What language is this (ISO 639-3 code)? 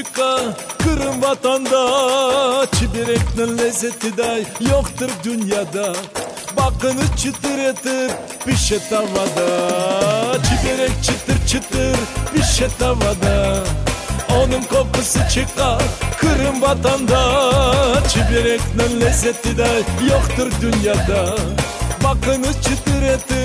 crh